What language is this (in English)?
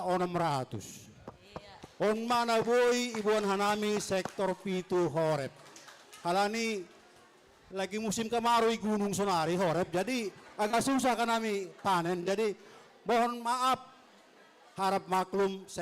Batak Simalungun